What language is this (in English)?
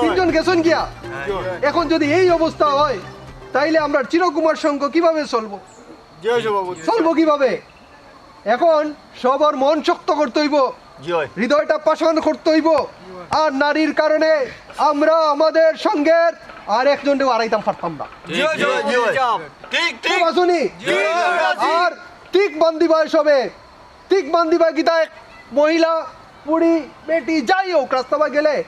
Sylheti